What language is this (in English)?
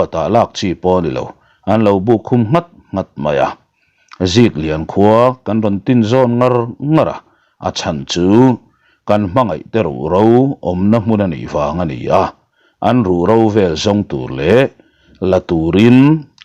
Mizo